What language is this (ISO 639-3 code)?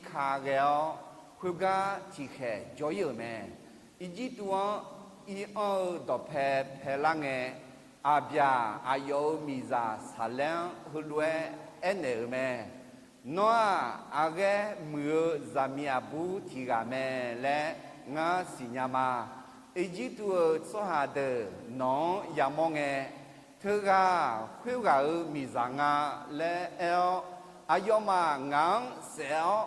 ahk